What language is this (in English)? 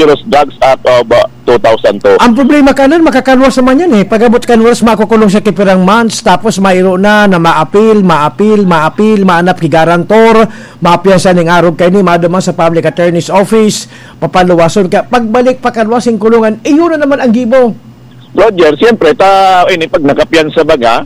Bikol